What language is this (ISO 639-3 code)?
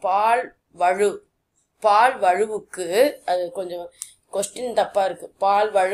tam